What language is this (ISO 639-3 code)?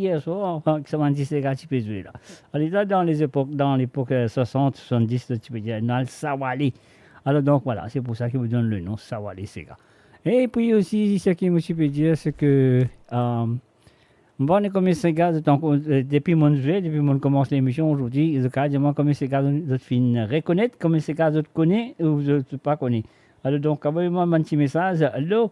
mfe